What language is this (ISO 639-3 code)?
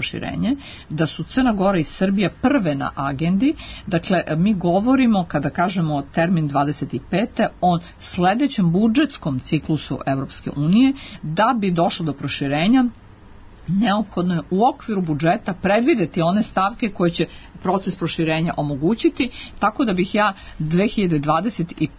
srp